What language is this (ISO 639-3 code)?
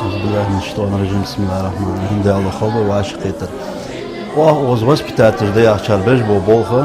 inh